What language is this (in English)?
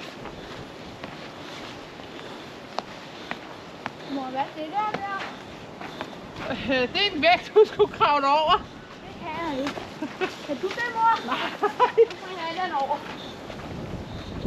Danish